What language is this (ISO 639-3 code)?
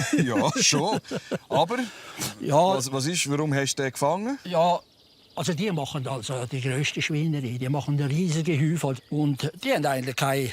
gsw